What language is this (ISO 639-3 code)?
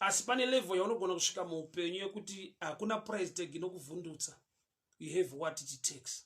sna